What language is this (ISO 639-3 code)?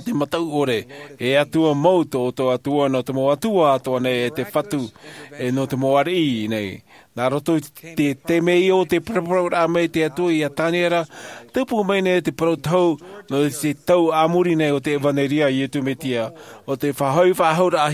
tah